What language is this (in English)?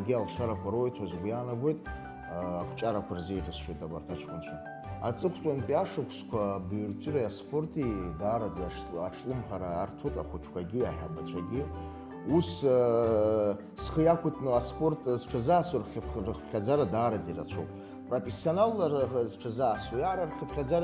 Abkhazian